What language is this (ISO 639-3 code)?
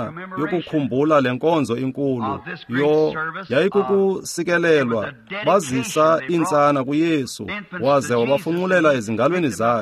xho